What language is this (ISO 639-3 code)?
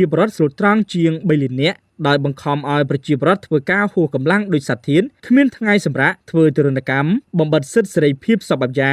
khm